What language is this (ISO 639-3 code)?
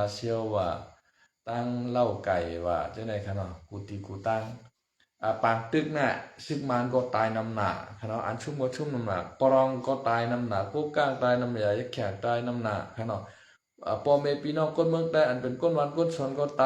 shn